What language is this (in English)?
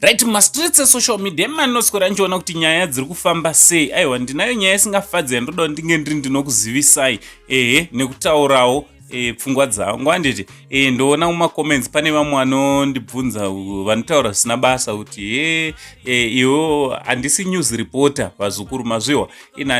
Shona